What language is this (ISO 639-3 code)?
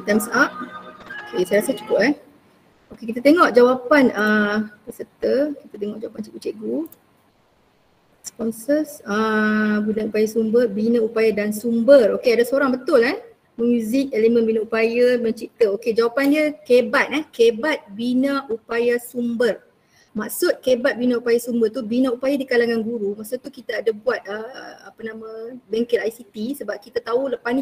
msa